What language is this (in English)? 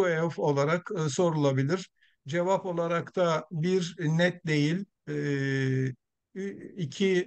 Turkish